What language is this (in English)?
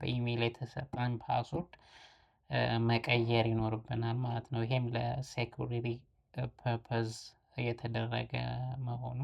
Amharic